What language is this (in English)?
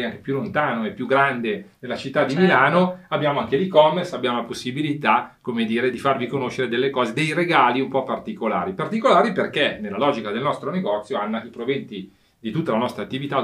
Italian